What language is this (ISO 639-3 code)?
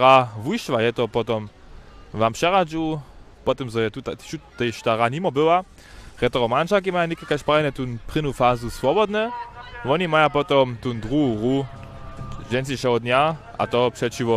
hsb